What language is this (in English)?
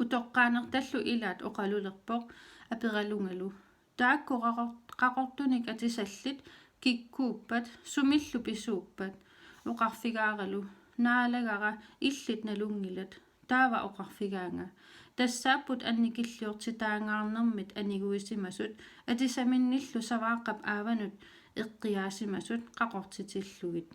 Kalaallisut